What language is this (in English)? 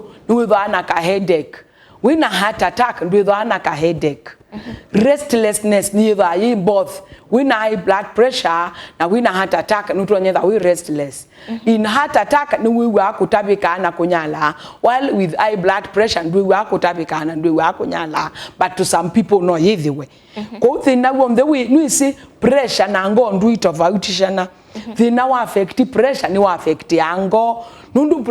Kamba